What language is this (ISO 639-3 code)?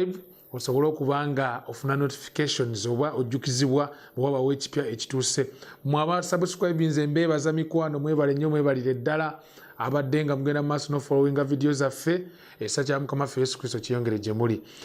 lug